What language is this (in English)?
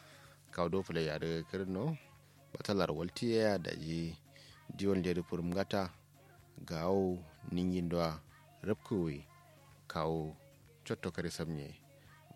Kanuri